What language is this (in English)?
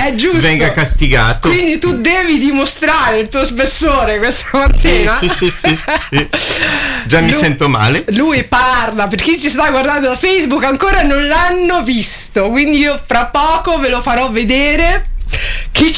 Italian